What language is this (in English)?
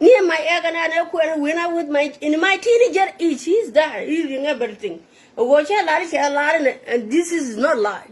Nuer